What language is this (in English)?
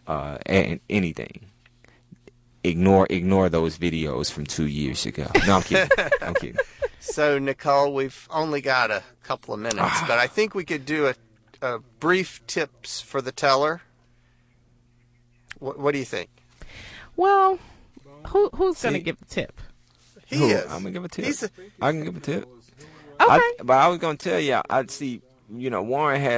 English